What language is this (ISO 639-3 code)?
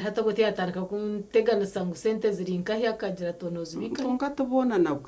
nyn